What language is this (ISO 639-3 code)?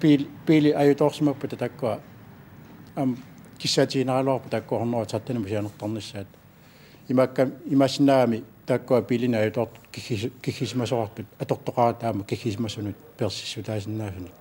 kal